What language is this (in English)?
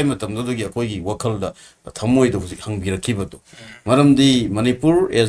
Manipuri